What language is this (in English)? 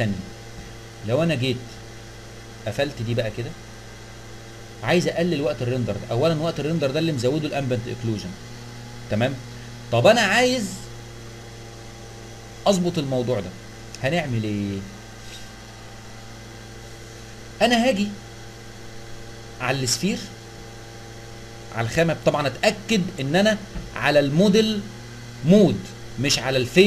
Egyptian Arabic